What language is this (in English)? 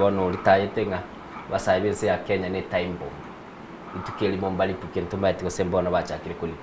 Gusii